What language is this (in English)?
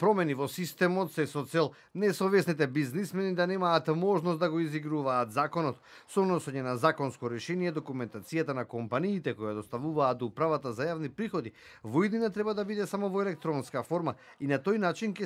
Macedonian